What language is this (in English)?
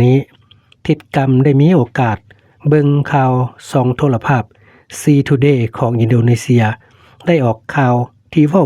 Lao